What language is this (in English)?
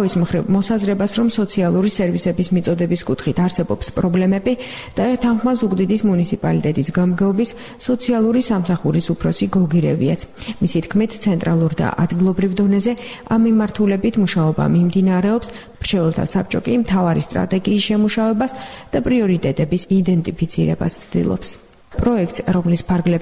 Georgian